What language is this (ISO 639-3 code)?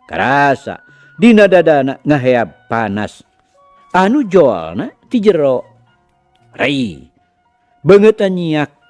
sun